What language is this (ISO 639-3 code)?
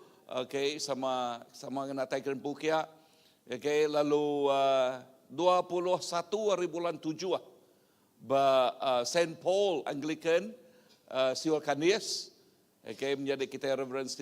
iba